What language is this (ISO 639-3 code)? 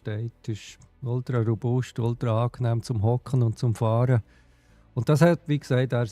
gsw